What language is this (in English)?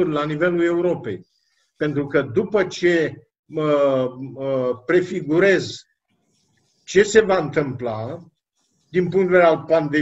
Romanian